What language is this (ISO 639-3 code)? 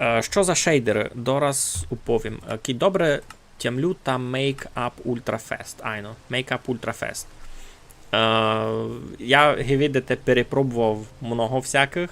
rue